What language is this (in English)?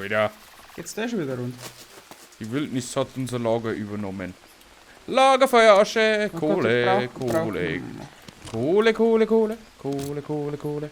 Bavarian